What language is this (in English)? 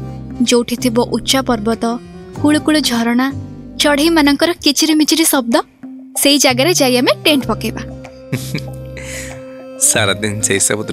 Odia